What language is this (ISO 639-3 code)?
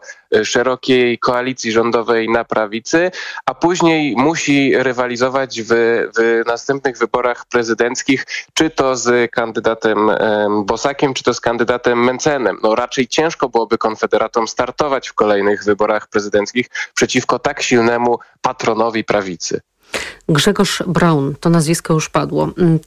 pol